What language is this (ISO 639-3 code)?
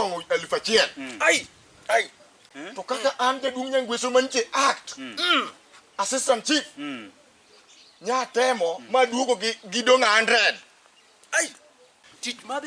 luo